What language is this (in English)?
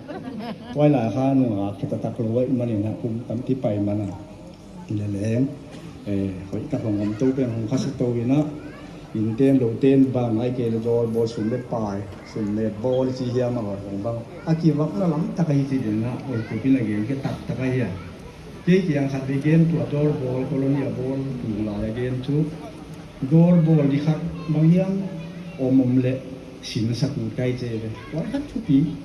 Paite Chin